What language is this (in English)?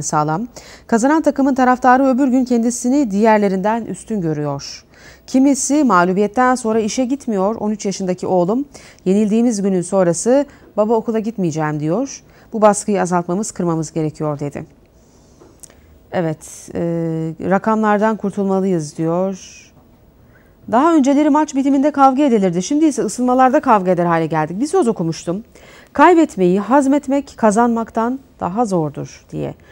Turkish